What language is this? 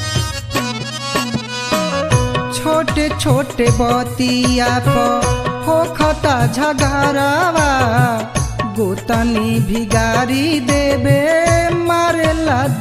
Bhojpuri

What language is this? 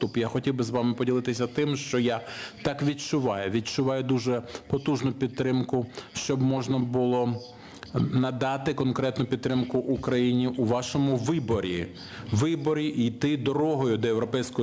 Ukrainian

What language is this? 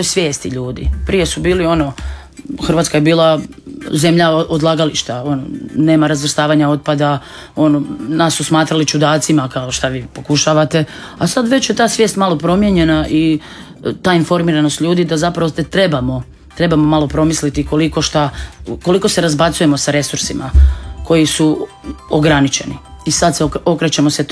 Croatian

